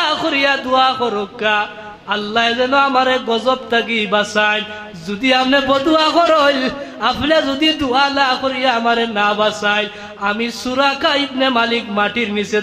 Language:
Sylheti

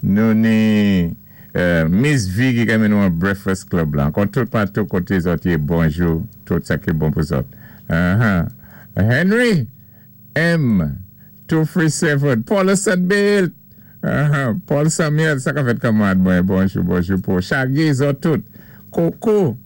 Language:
Saint Lucian Creole French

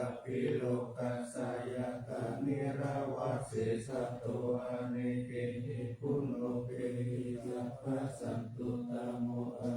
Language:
Pali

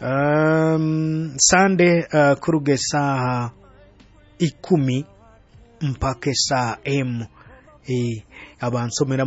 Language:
Nyoro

